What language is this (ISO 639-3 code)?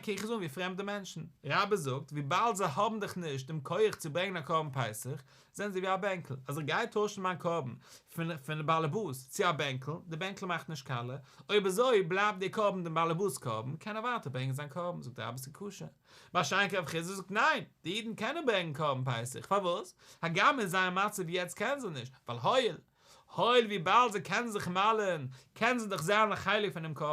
yid